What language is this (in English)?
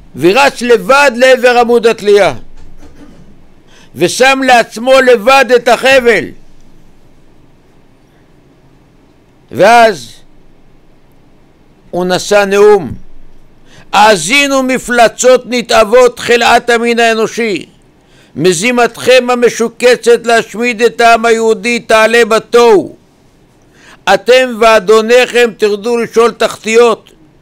Hebrew